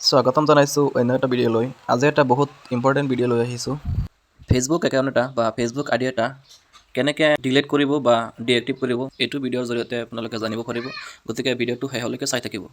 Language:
Assamese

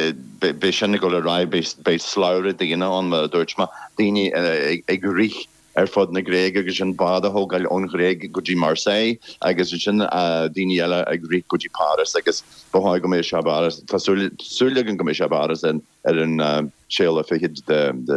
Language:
Irish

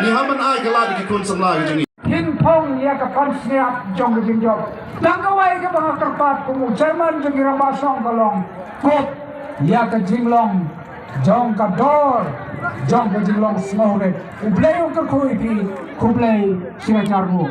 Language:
Khasi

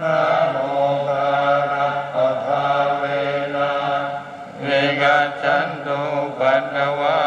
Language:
Pali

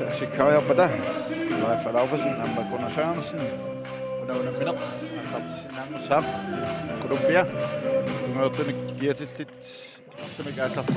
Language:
Kalaallisut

